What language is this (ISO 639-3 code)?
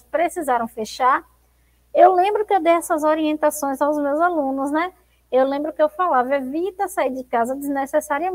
por